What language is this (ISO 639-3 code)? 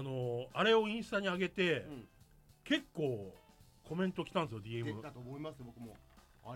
jpn